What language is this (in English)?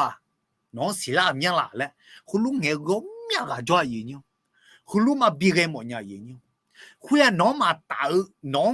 Akha